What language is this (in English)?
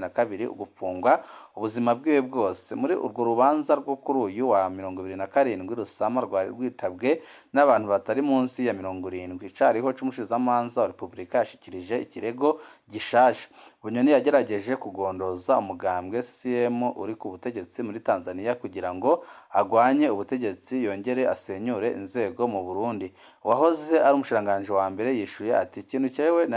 Rundi